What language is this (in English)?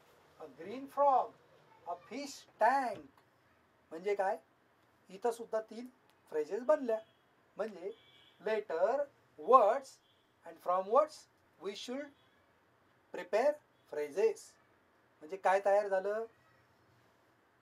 Marathi